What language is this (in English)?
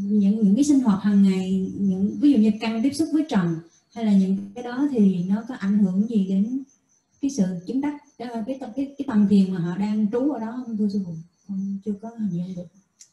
Vietnamese